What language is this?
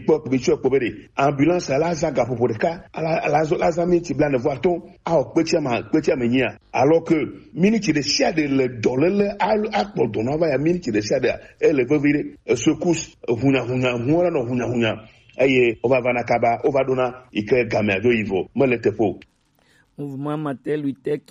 Gen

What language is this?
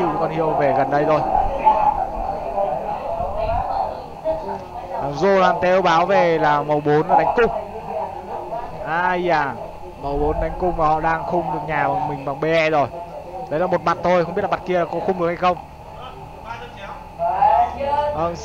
Vietnamese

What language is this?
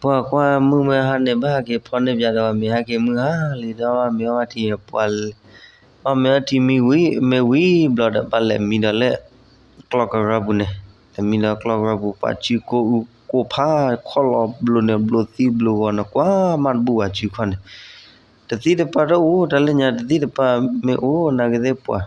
S'gaw Karen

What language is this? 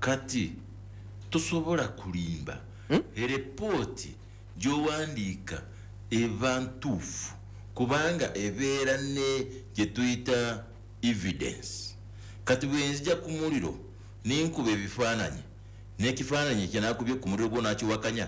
Ganda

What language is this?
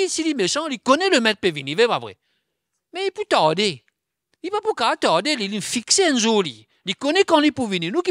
Morisyen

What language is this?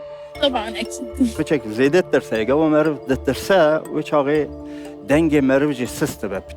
Kurdish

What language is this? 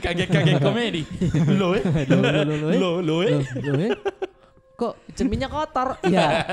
Makassar Malay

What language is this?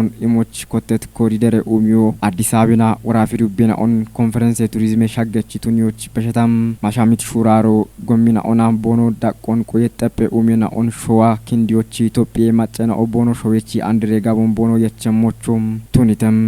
Kafa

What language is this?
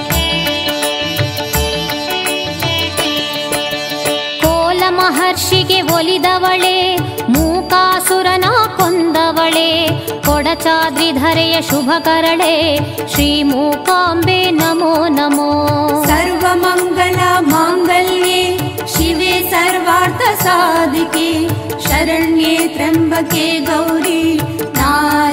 Kannada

